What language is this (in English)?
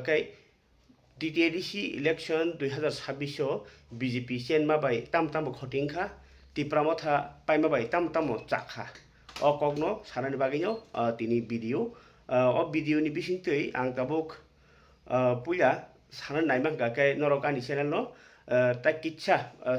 Kok Borok